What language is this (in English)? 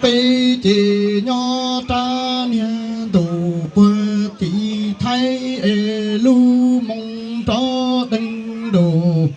Hmong